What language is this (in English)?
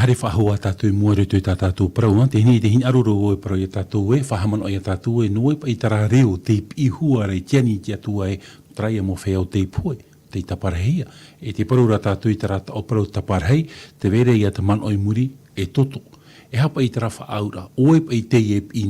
Tahitian